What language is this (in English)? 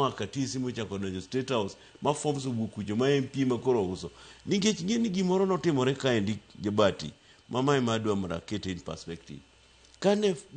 Luo (Kenya and Tanzania)